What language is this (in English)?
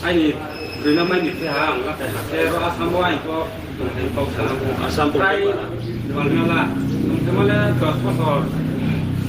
Riang (India)